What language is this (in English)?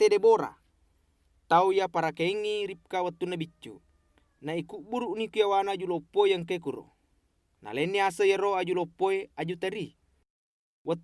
Buginese